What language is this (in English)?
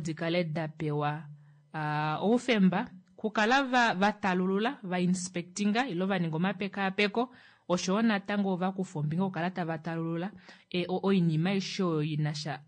Kuanyama